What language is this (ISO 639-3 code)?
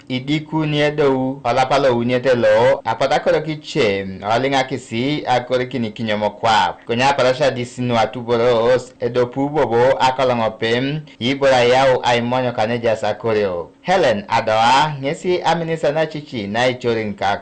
teo